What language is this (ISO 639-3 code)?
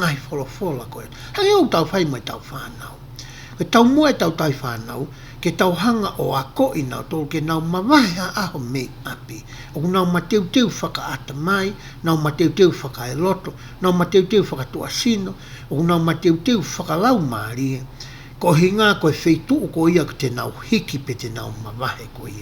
ton